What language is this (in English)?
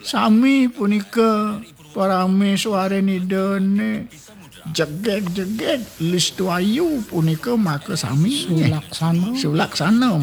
Balinese